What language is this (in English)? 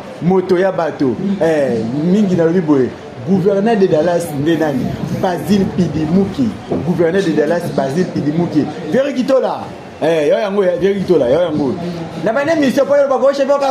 Lingala